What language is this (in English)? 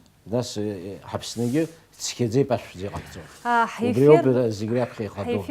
Abkhazian